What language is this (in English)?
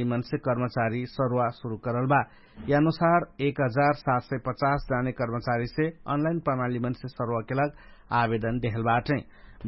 Dangaura Tharu